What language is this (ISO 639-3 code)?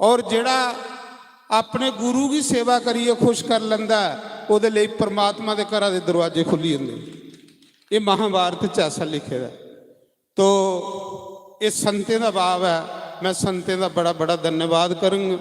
doi